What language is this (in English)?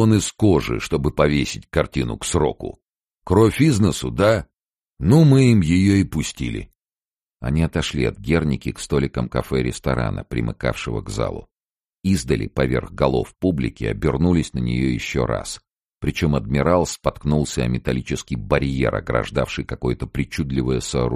Russian